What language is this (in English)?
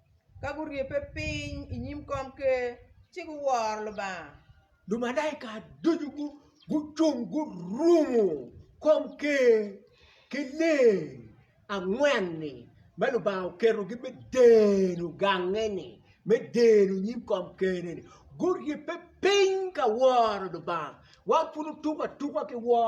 Acoli